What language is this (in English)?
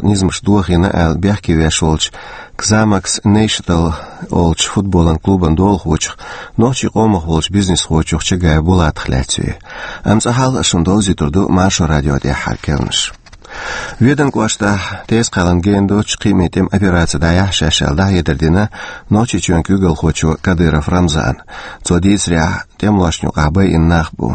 Chechen